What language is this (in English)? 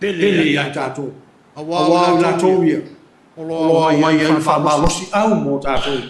Samoan